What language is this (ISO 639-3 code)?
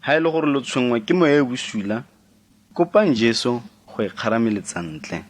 tsn